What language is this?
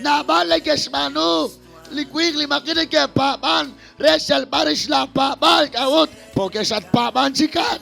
Kekchí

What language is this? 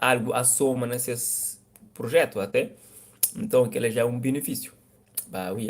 Kabuverdianu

